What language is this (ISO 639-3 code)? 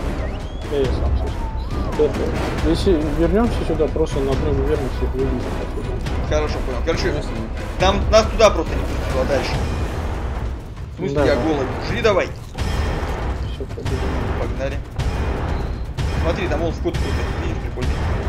rus